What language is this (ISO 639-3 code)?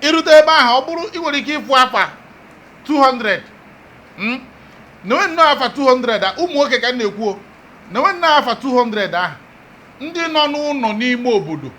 ibo